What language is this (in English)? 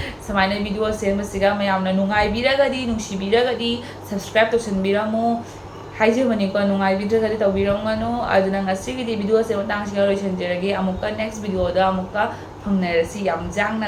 Manipuri